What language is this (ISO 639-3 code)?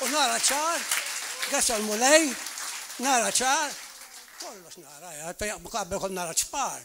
mlt